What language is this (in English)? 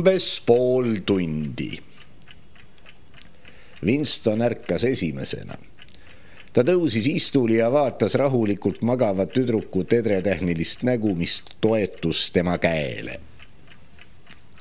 Estonian